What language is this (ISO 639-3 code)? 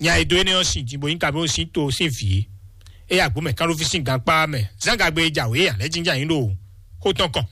fon